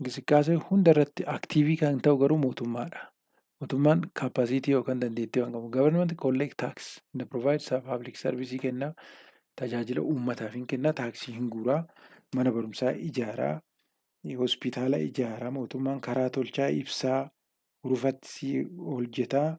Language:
Oromo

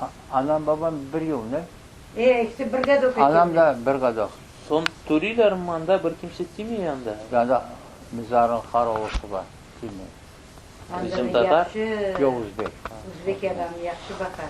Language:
Crimean Tatar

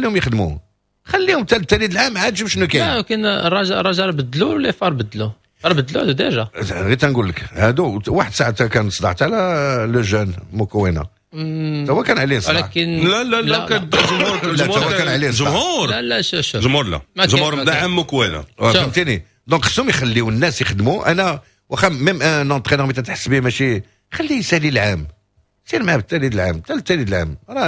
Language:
Moroccan Arabic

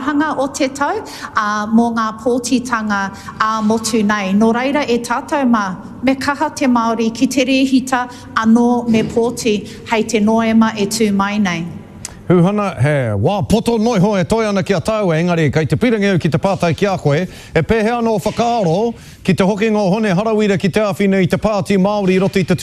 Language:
Māori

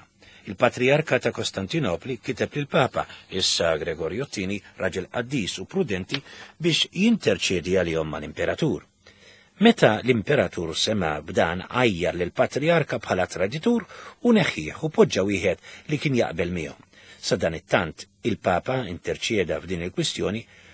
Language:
Maltese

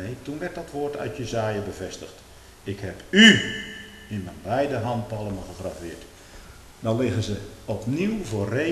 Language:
Dutch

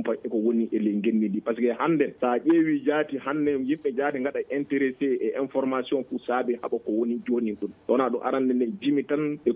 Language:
Fula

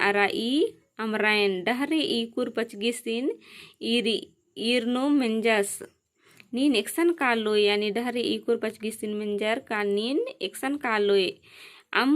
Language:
Kurukh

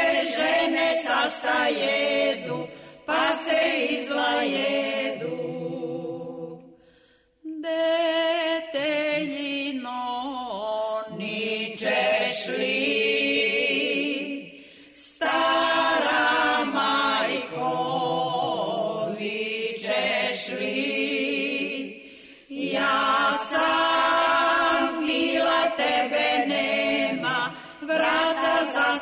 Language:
Serbian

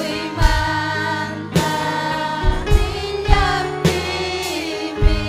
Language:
Ayacucho Quechua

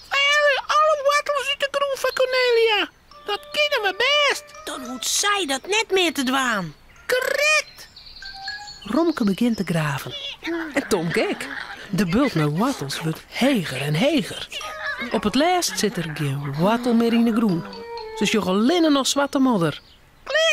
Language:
Western Frisian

